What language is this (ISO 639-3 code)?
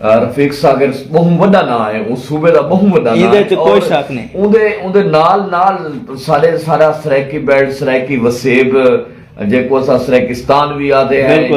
skr